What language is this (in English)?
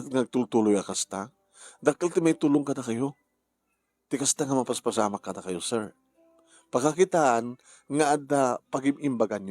Iloko